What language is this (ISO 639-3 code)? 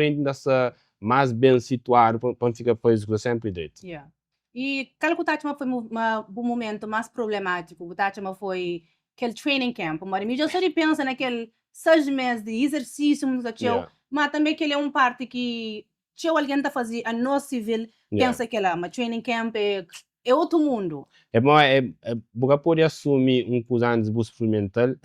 kea